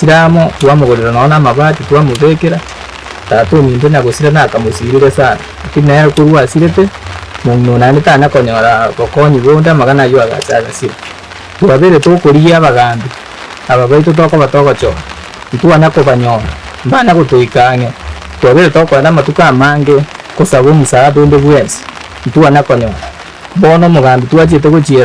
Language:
Gusii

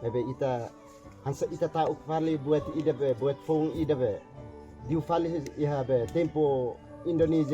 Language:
Tetum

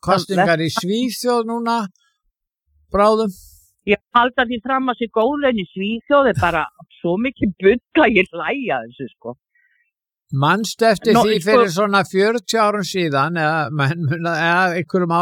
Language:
Icelandic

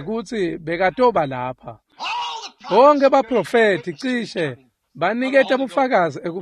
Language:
Swati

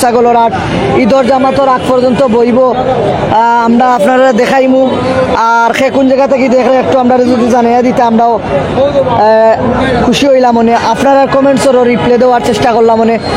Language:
Sylheti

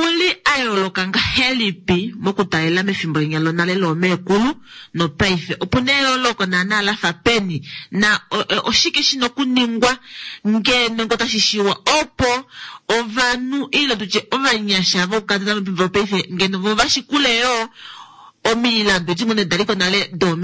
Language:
Kuanyama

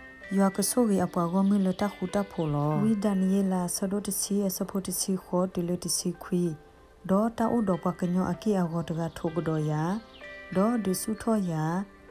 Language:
S'gaw Karen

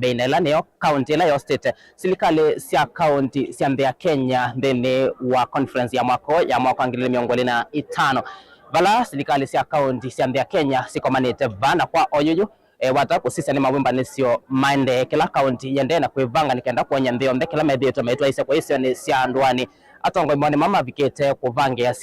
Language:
Kamba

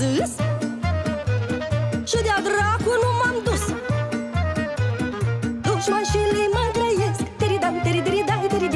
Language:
Romanian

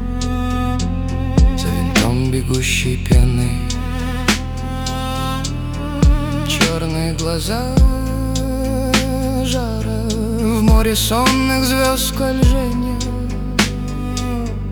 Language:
Russian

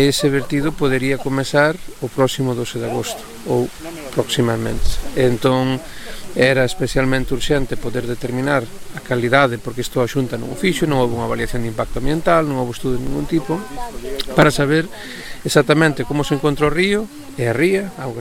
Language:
Galician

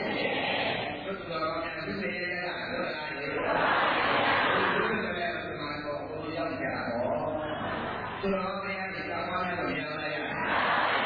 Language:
Burmese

